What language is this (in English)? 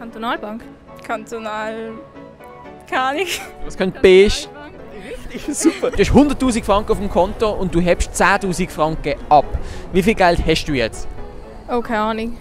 Swiss German